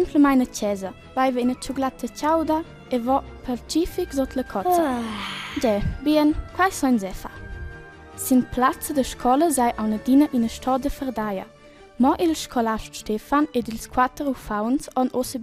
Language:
Romansh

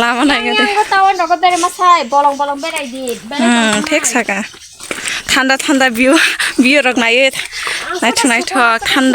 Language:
Kok Borok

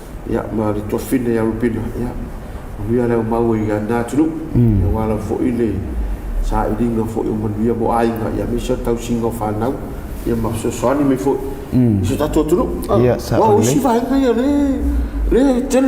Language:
Samoan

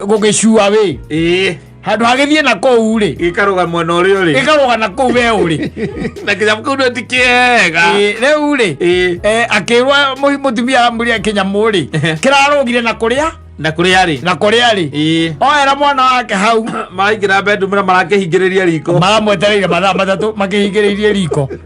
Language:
Kikuyu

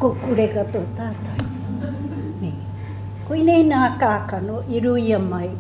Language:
Māori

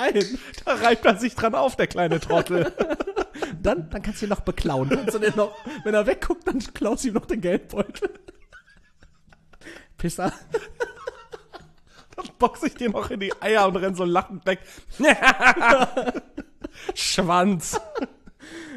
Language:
German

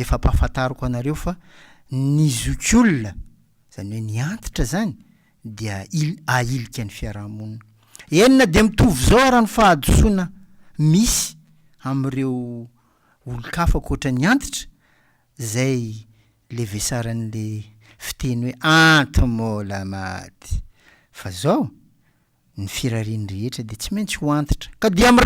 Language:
Malagasy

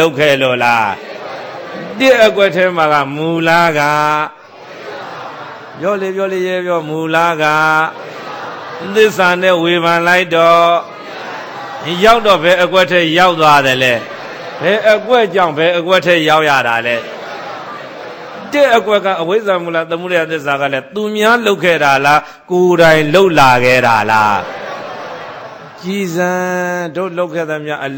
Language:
Burmese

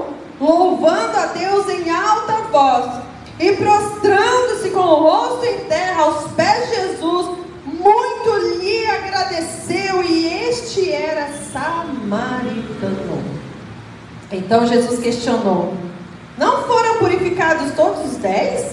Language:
Portuguese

